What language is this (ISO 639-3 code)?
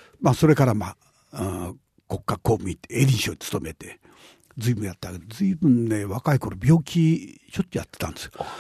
jpn